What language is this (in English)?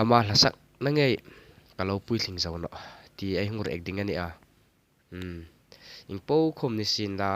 Hmar